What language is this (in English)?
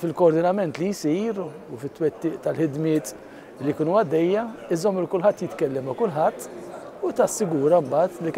Maltese